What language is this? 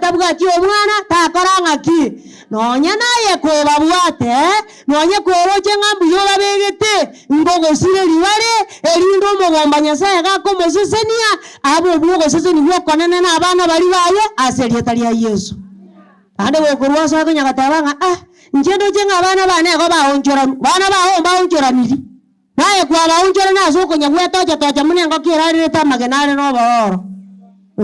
Gusii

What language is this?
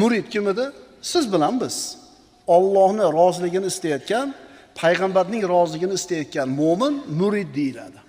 Uzbek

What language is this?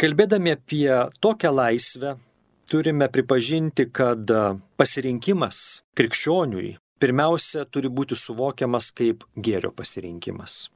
Lithuanian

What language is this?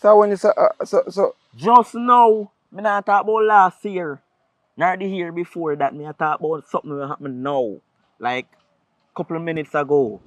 Jamaican Creole English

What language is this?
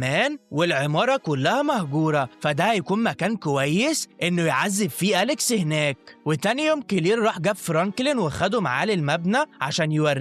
Egyptian Arabic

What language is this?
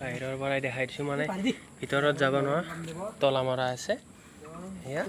Assamese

